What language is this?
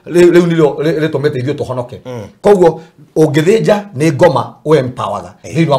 Kikuyu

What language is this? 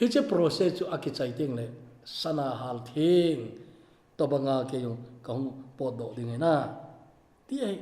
Thado Chin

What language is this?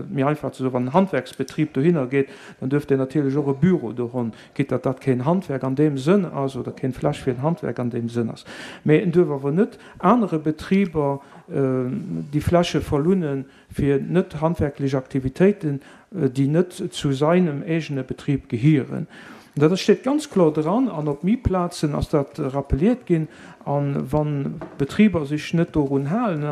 Luxembourgish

